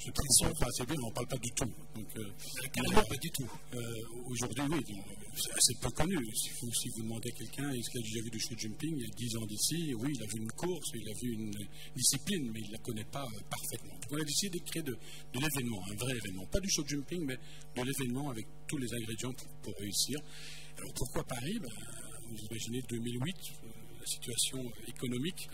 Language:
French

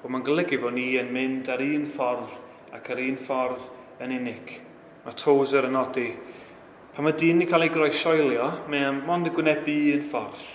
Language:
Welsh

